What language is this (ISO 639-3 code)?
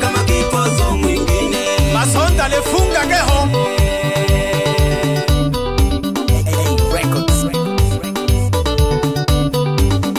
swa